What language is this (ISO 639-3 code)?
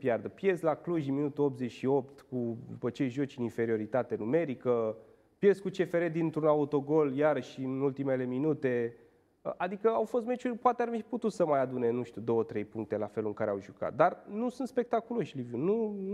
ron